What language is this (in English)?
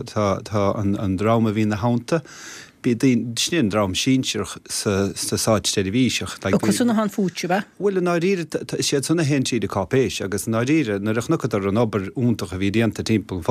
Irish